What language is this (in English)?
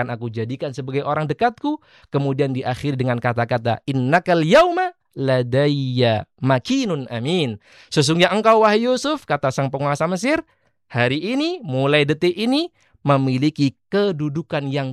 Indonesian